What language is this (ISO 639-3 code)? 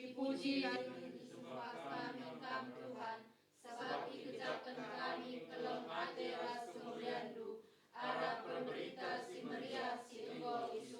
btx